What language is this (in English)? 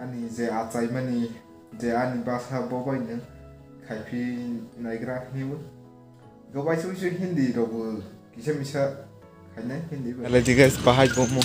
Kok Borok